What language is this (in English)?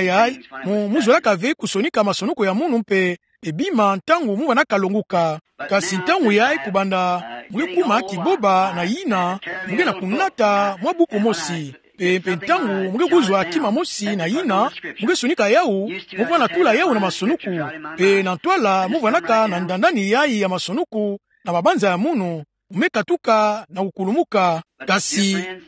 Kituba (Democratic Republic of Congo)